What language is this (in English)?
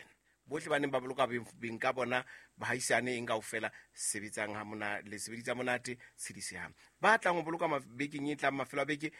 Southern Sotho